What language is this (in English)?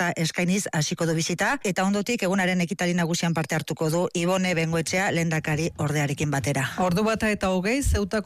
Basque